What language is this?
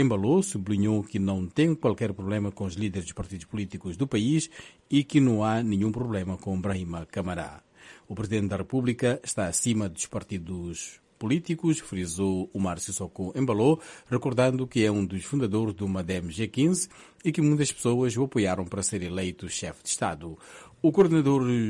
Portuguese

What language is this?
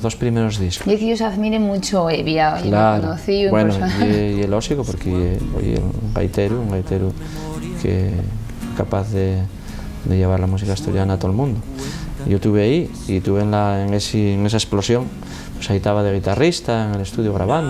Asturian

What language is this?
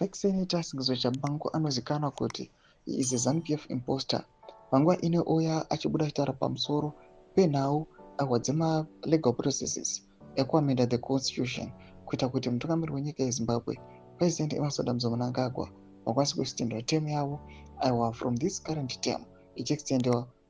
Shona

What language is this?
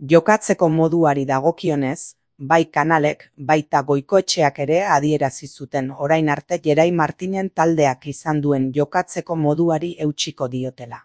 Basque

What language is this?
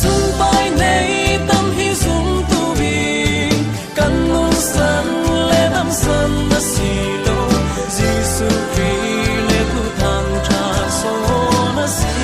Falam Chin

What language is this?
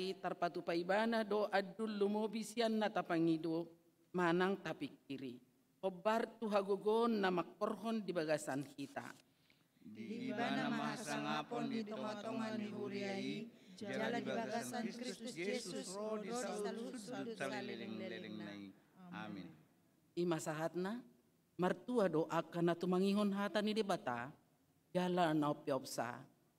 Batak Toba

